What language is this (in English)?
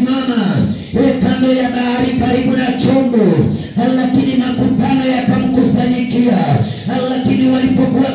Swahili